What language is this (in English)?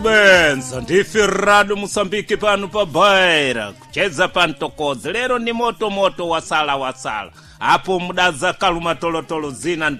Sena